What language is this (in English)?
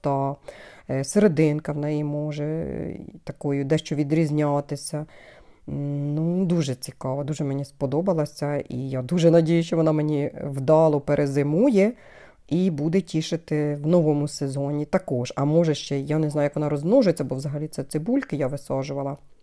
Ukrainian